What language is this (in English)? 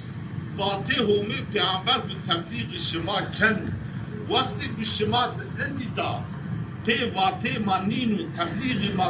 Zaza